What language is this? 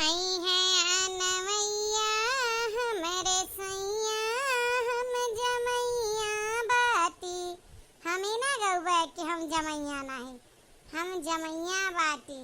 Awadhi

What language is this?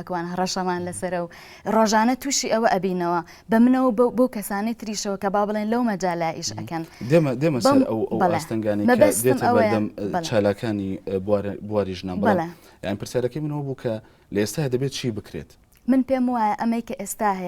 Central Kurdish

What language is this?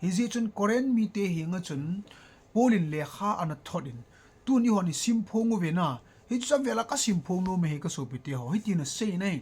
Thado Chin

